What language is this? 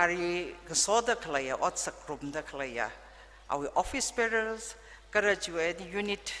Tangkhul Naga (India)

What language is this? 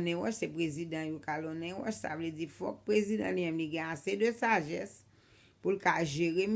Haitian Creole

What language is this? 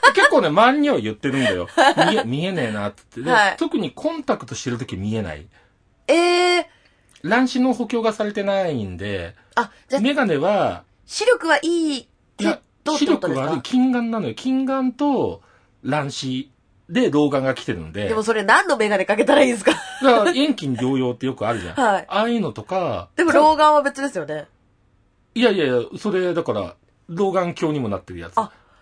Japanese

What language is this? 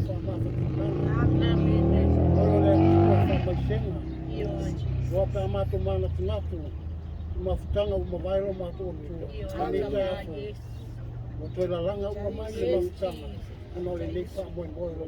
Samoan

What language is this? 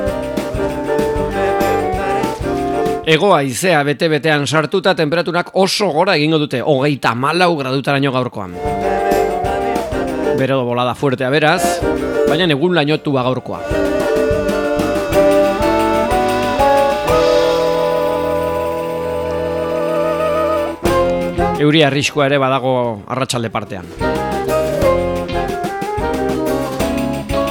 Basque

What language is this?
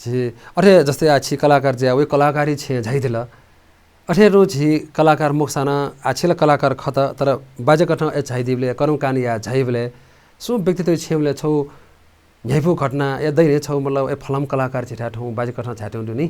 Newari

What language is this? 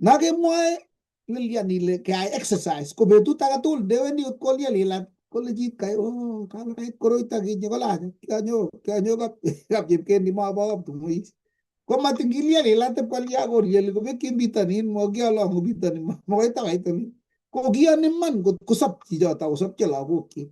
Kalenjin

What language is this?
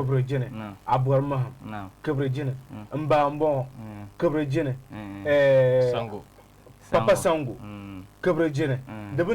Dagbani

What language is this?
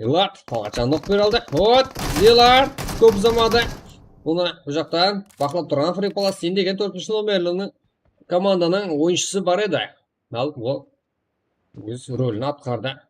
Kara-Kalpak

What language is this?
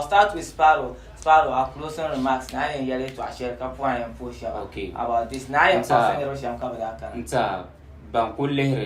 Dagbani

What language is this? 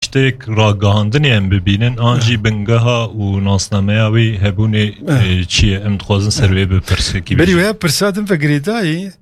Kurdish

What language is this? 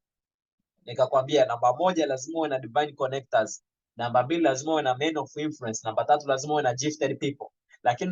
Swahili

